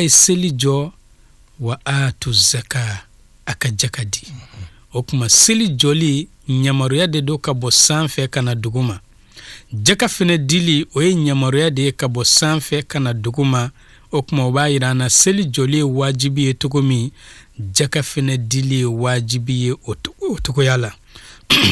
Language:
Bambara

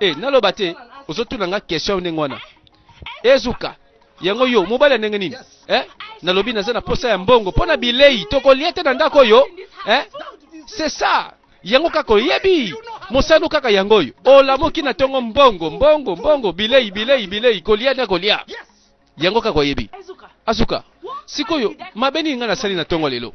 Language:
Lingala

